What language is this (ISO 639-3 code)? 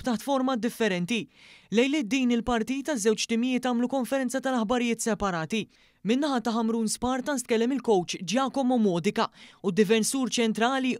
mlt